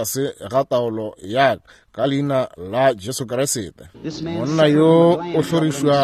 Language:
Northern Sotho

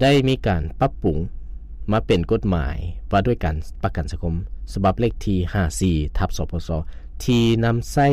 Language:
Lao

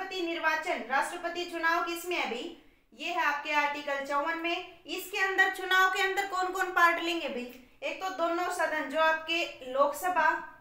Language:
Hindi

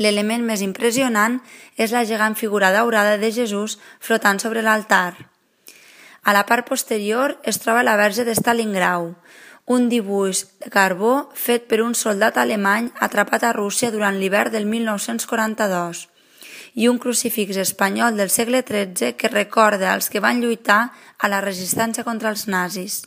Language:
Catalan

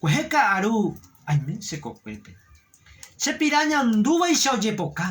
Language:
Guarani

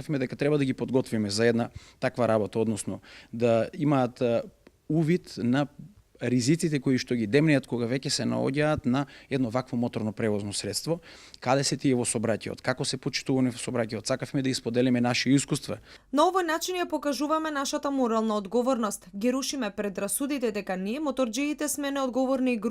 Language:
Macedonian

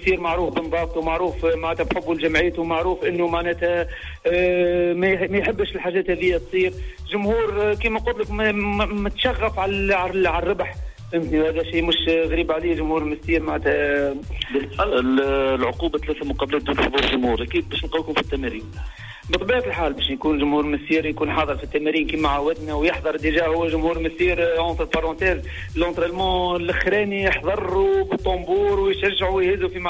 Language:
Tunisian Arabic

